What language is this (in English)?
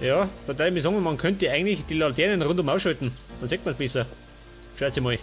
Bavarian